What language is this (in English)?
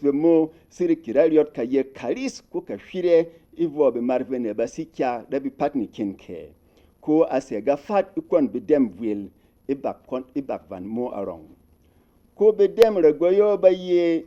Berom